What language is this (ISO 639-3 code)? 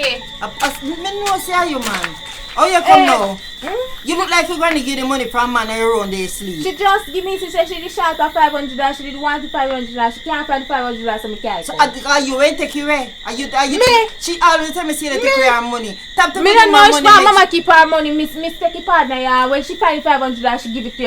jam